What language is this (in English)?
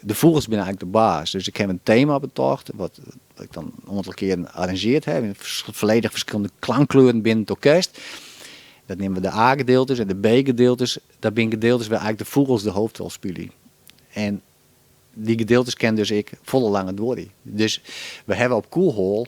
Western Frisian